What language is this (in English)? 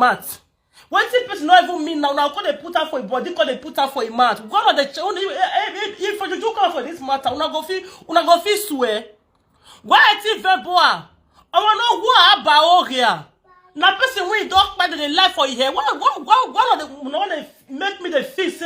Nigerian Pidgin